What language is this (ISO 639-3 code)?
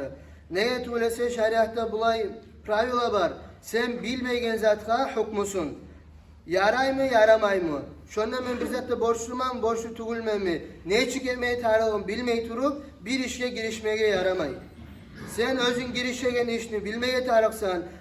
kum